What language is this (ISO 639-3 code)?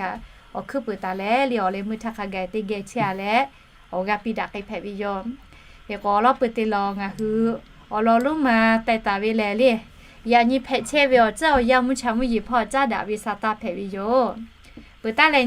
lhu